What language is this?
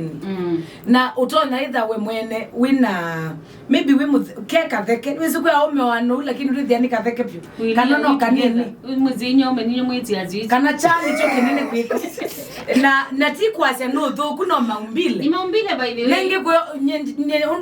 Kamba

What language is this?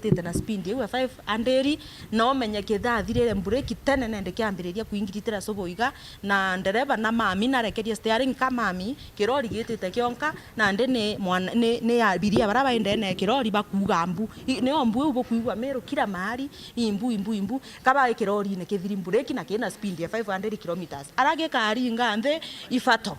Meru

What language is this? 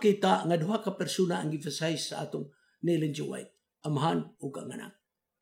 Cebuano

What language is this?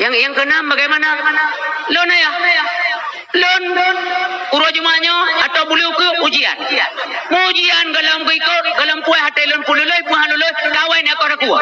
Achinese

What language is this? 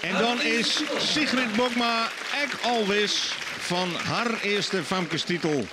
Western Frisian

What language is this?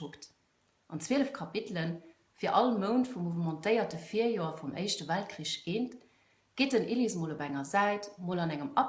Luxembourgish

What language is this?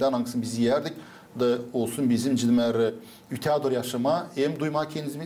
Gagauz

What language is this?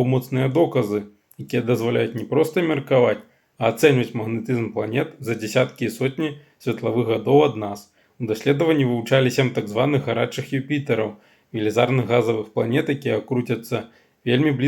Belarusian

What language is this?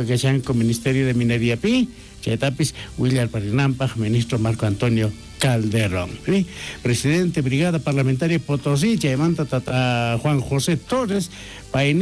South Bolivian Quechua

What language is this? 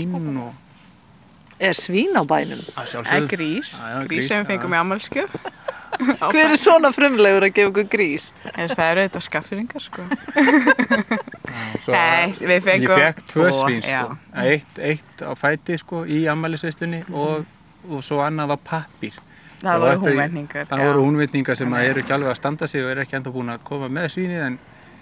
Icelandic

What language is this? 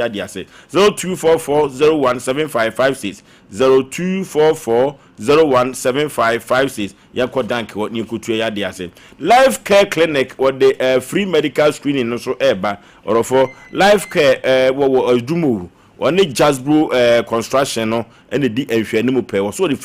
Akan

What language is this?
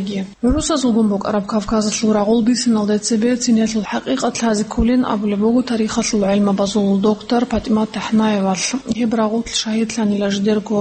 Avaric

